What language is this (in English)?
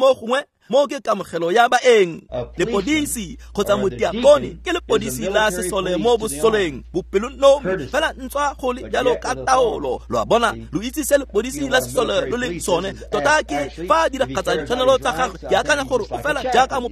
Tswana